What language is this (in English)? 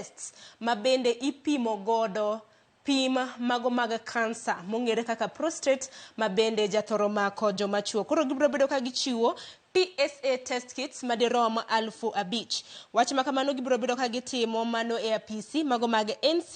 Luo (Kenya and Tanzania)